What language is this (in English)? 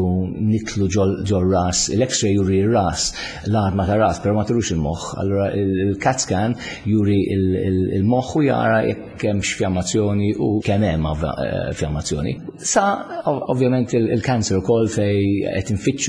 Maltese